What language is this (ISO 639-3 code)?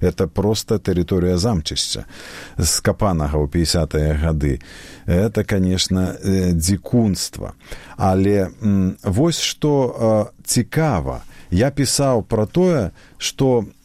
bel